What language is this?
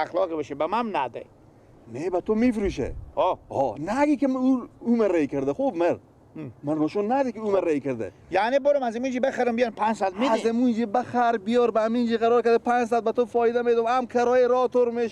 Persian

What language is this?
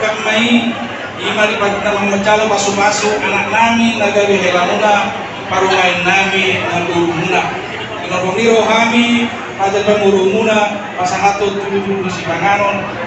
Batak Toba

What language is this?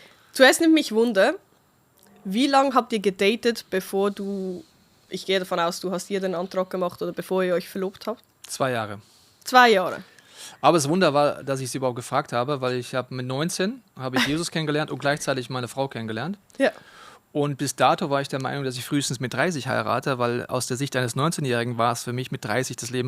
Swiss German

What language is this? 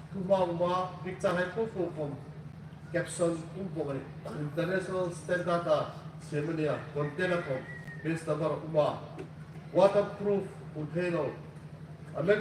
Hmar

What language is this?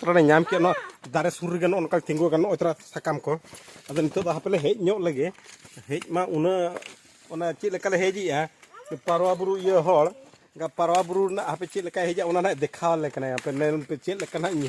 Santali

